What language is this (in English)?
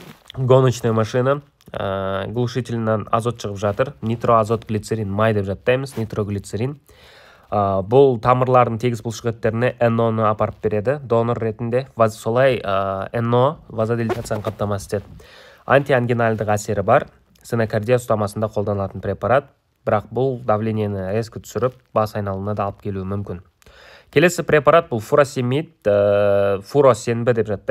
Kazakh